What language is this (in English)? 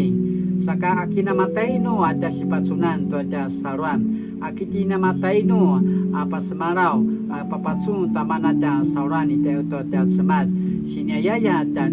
Paiwan